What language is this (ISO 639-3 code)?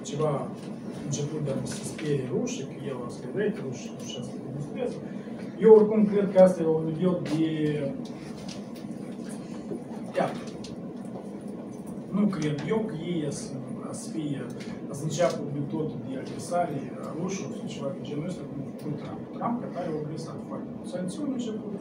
ron